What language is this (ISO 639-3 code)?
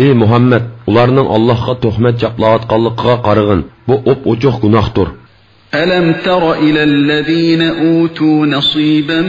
uig